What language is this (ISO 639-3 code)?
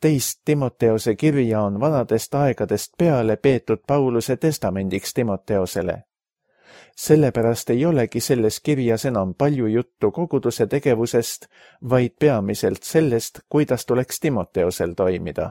est